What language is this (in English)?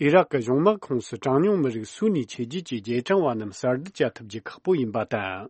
Tibetan